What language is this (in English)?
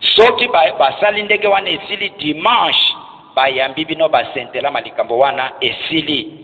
Lingala